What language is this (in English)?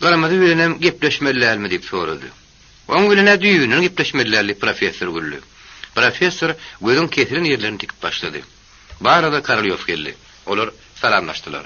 Turkmen